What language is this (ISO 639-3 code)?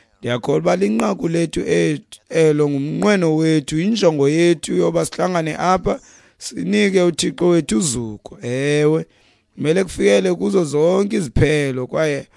xho